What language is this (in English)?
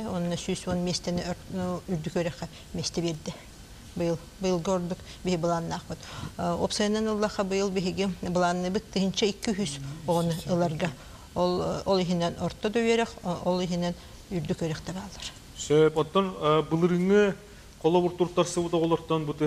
Yakut